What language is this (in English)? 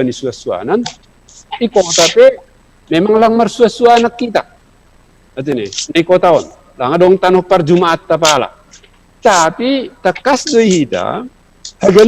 Batak Simalungun